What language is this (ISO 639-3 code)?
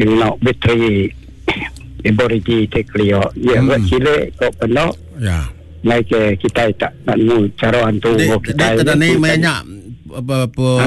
iba